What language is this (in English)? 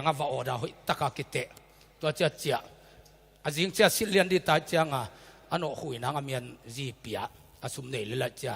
Tedim Chin